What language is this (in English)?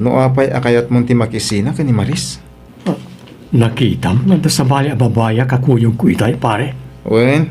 Iloko